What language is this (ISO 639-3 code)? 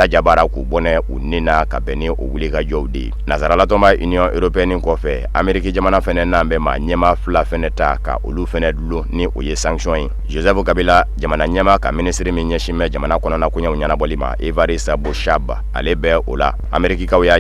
bam